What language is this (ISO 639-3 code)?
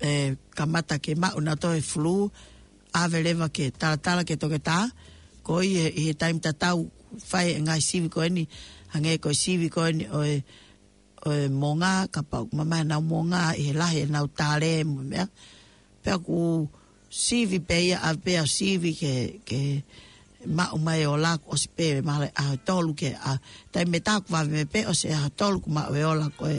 ton